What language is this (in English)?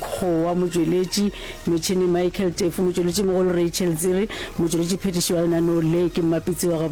Northern Sotho